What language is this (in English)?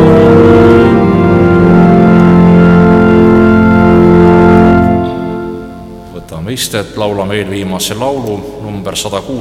Estonian